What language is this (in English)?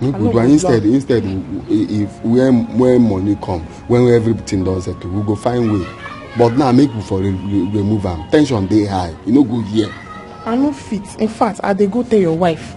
Nigerian Pidgin